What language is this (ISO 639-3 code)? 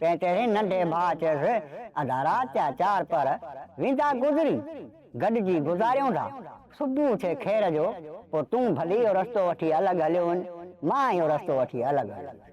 snd